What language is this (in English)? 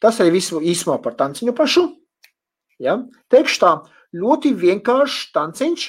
Latvian